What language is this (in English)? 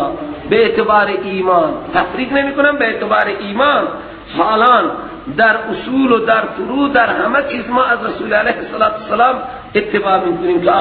Persian